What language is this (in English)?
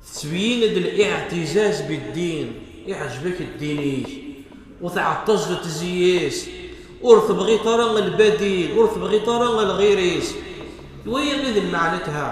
Kabyle